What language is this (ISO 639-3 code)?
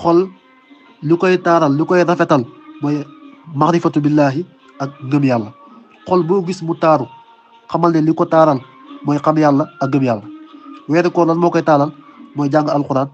wol